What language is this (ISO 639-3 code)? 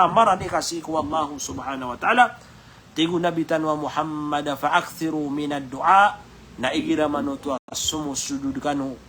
mrw